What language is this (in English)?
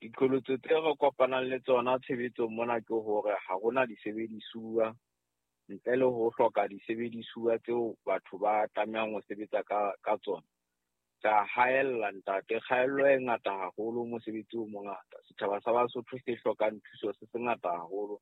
Southern Sotho